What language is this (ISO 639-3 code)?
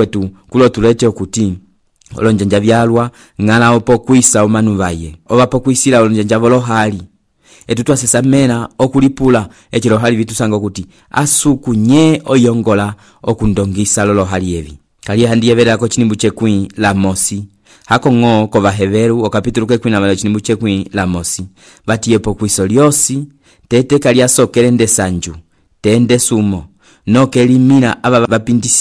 umb